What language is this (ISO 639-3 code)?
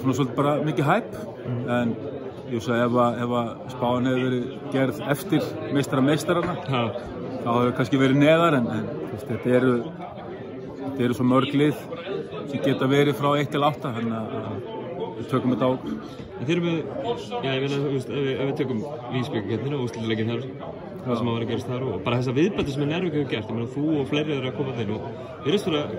isl